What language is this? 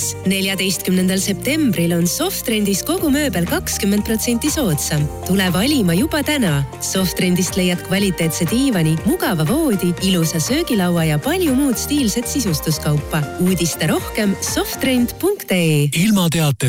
Estonian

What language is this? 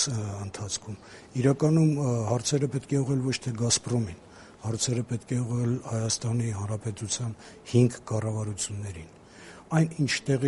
Armenian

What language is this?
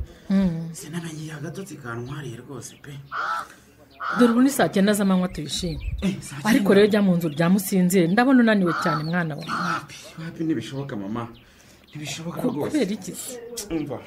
Kinyarwanda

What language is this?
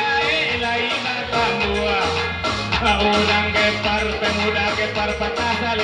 Minangkabau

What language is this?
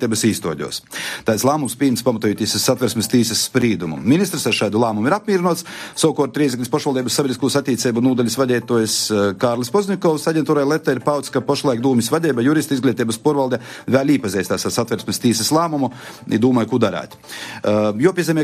Latvian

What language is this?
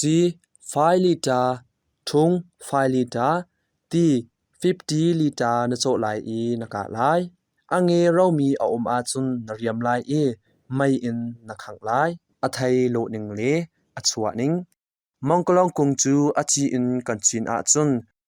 Hakha Chin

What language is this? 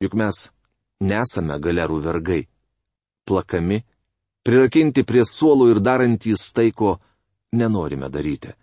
Lithuanian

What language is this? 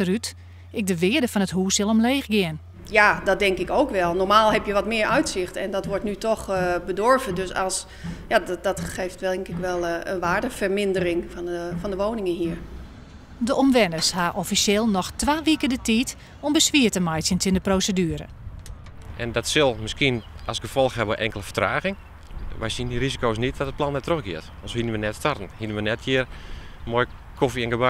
Western Frisian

